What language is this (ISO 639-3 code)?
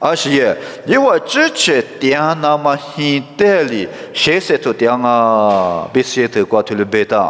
lis